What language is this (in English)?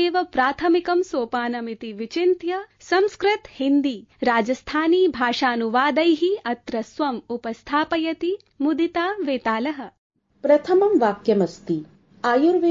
Sanskrit